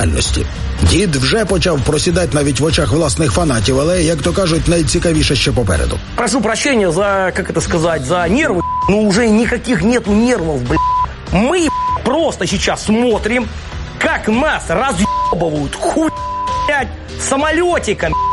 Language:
Ukrainian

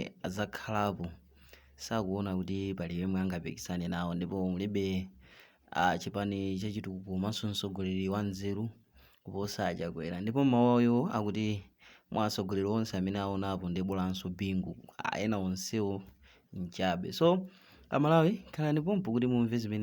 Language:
Nyanja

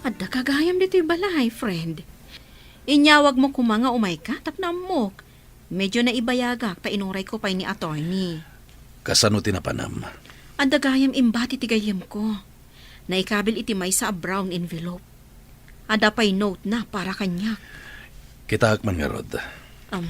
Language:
Iloko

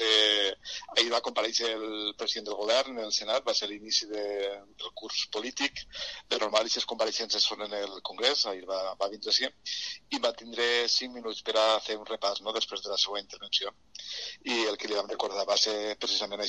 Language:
Catalan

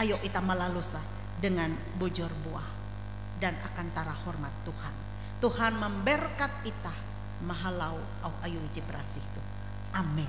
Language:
Ngaju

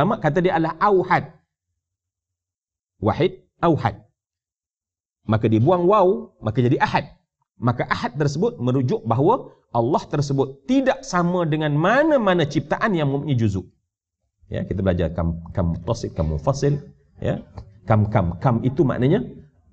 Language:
Malay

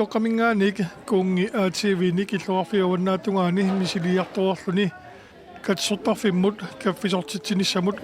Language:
Kalaallisut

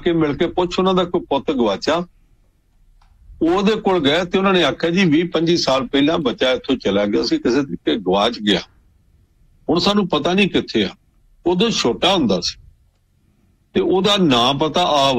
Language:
Punjabi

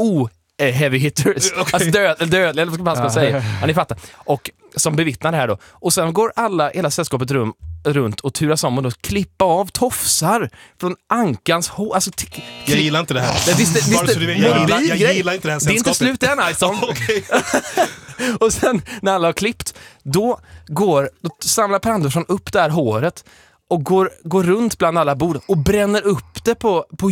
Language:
Swedish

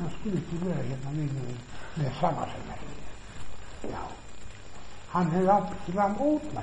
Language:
Icelandic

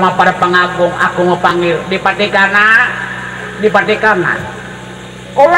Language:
Betawi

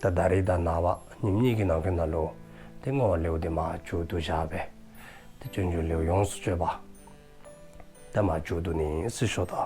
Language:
Dzongkha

